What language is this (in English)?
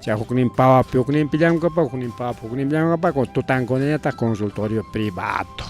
Ayacucho Quechua